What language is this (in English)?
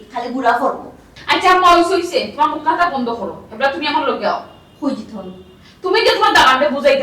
Sylheti